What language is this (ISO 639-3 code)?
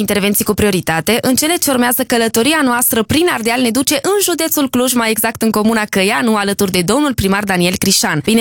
ron